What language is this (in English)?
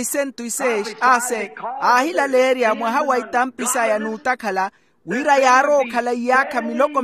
Makhuwa